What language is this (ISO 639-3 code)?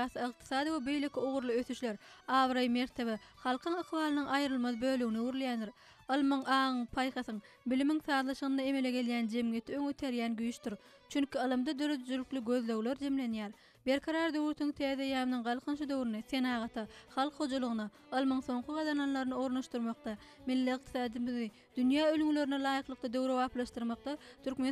tuk